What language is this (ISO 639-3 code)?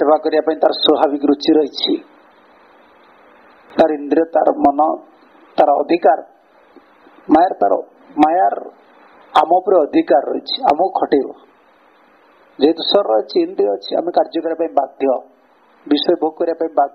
ori